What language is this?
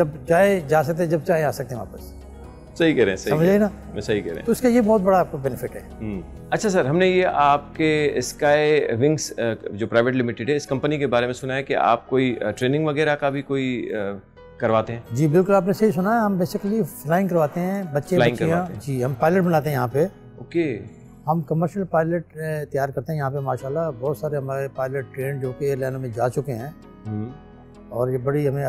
Hindi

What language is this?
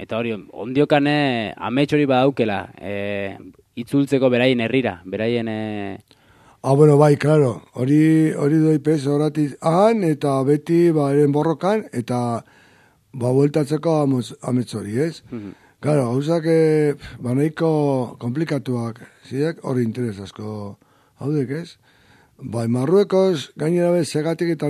Basque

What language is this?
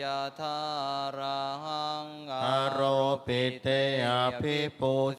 Pali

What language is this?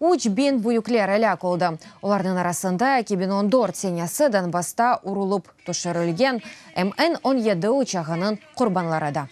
Crimean Tatar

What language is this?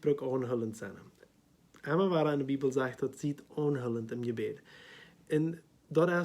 Plautdietsch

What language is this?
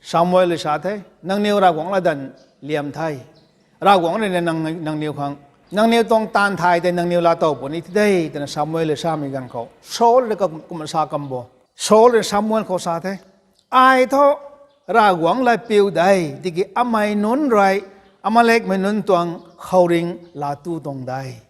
Rongmei Naga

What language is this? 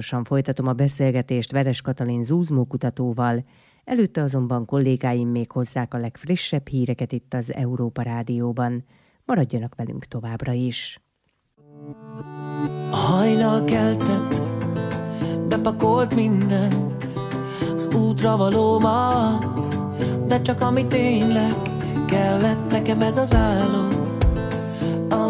Hungarian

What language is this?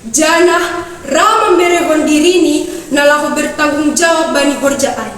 Batak Simalungun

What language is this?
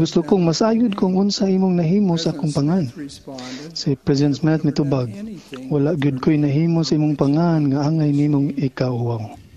Cebuano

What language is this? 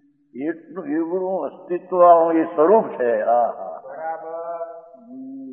Gujarati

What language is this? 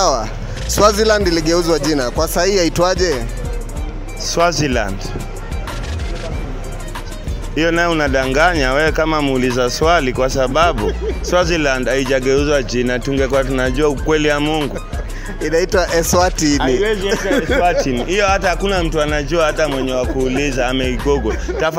Swahili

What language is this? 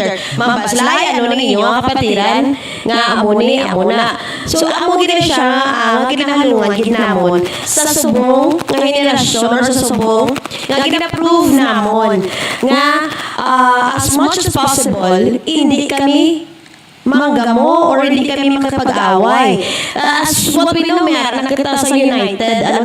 Hiligaynon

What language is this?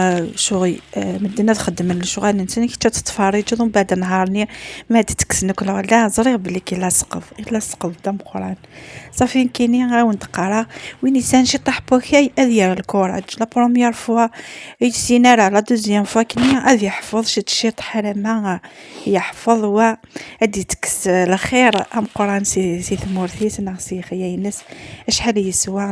Kabyle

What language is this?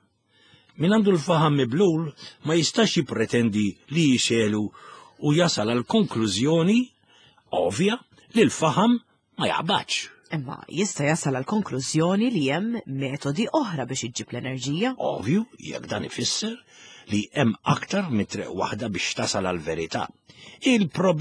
Maltese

